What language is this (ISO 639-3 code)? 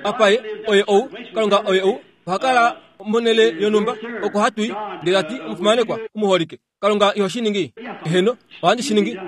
kua